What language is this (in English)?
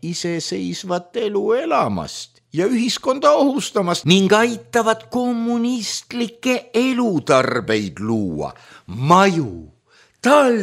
Estonian